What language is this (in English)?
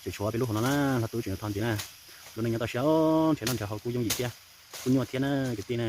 Hmong